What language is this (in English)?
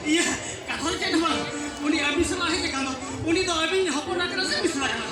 Santali